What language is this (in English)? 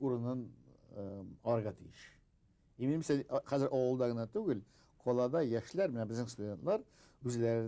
Bashkir